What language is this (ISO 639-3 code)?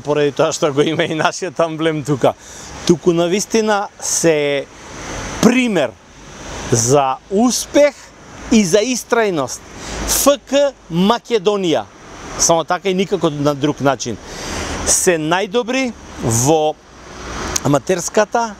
mkd